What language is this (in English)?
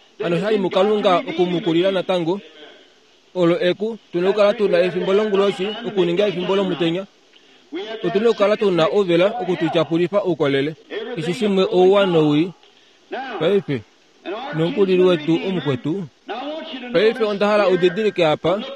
Kuanyama